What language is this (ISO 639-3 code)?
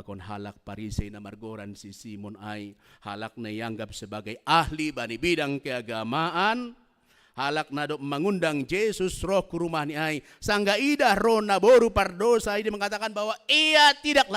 bts